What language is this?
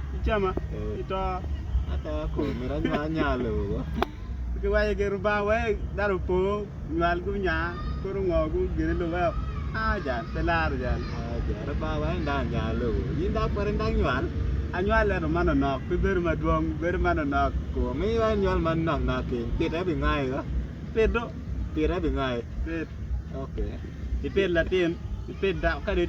Acoli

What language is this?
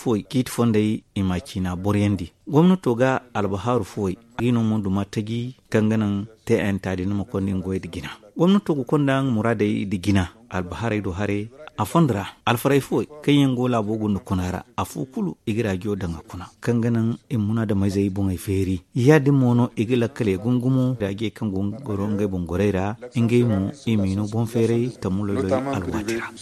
Zarma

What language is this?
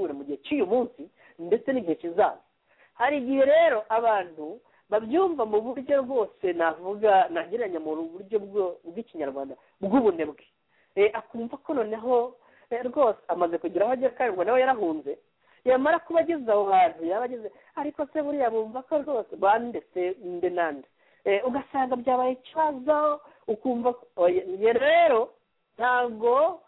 Kinyarwanda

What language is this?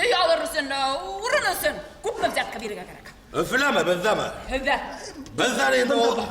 Bashkir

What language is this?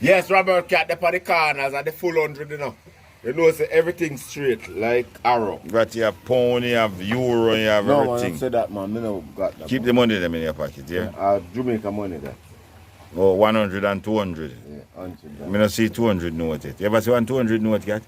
Jamaican Creole English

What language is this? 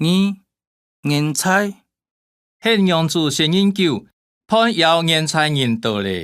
Hakka Chinese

